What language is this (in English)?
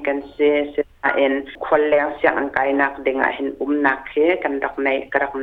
Hakha Chin